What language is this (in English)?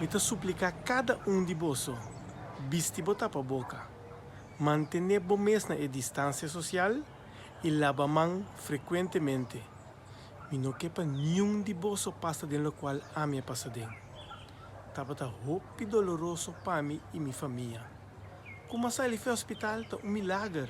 Papiamento